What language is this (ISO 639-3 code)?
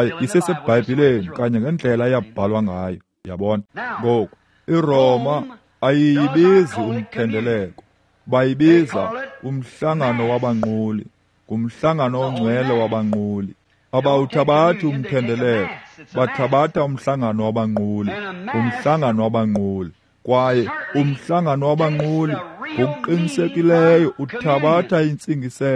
xho